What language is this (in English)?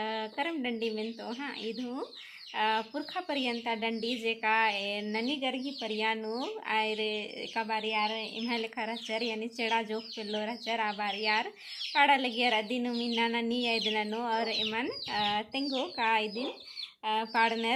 Kurukh